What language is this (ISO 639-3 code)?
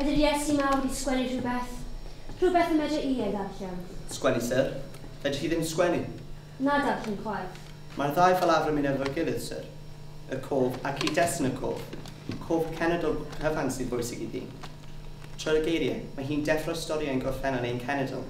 cym